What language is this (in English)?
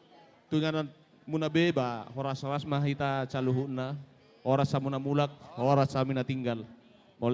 Batak Toba